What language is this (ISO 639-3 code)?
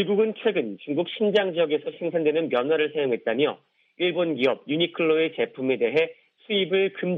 kor